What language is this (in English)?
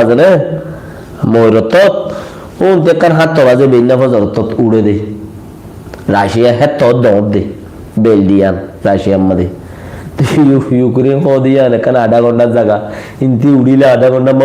Rohingya